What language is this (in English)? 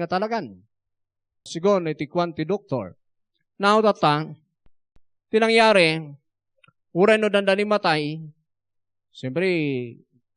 Iloko